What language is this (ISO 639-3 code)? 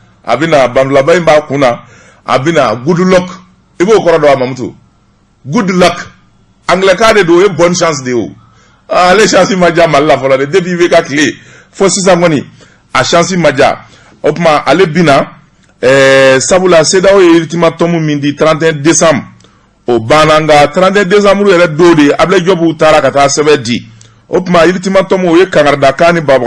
bam